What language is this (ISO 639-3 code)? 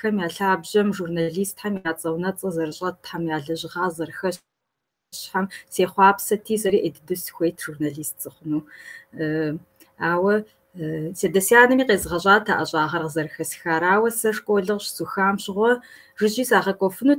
kbd